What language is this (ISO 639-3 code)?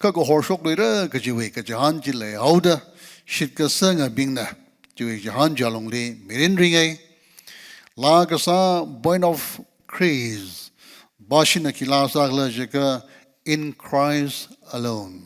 nmf